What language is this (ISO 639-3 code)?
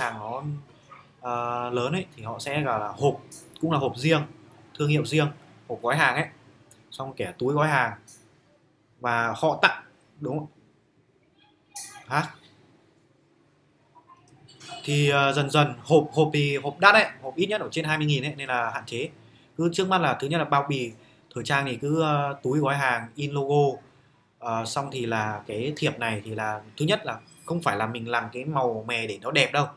vie